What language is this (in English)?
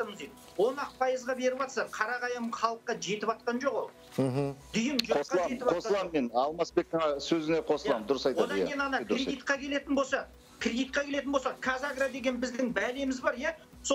Kazakh